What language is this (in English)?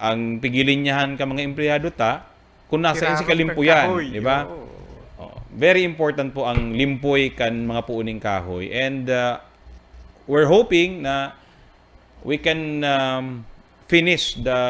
Bikol